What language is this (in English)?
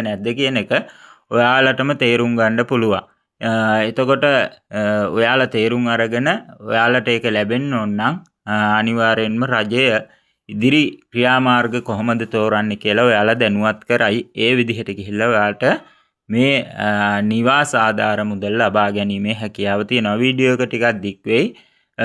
Sinhala